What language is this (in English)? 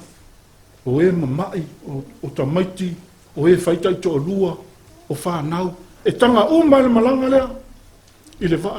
Samoan